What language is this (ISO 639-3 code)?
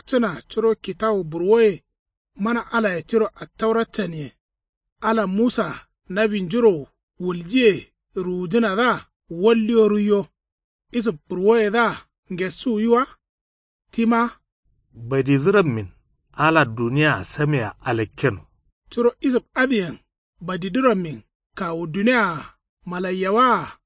kau